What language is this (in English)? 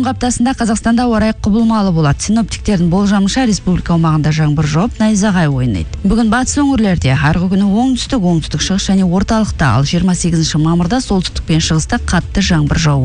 Kazakh